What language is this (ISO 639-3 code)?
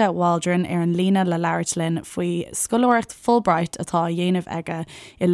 gle